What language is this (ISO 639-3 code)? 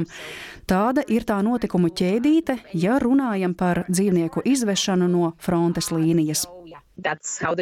lav